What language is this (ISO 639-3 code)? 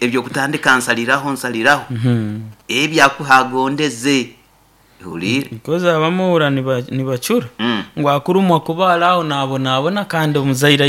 nyn